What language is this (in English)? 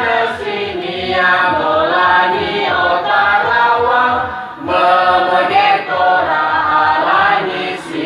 Nias